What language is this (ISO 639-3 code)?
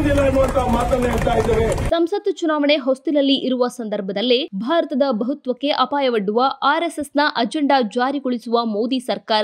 kan